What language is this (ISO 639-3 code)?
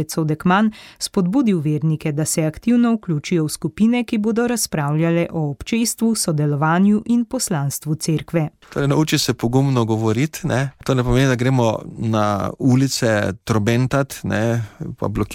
slv